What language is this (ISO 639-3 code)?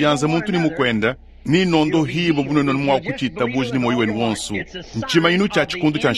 lua